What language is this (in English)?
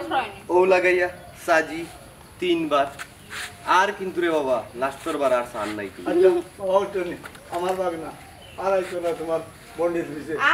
Sylheti